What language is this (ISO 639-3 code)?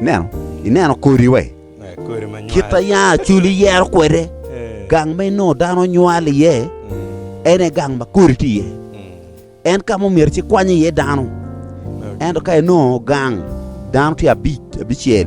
ach